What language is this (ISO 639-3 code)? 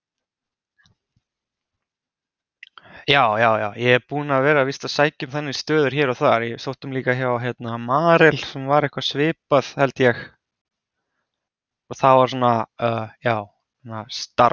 isl